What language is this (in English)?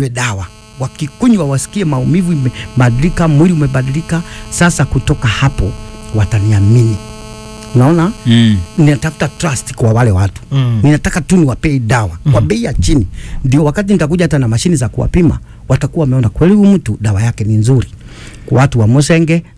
Swahili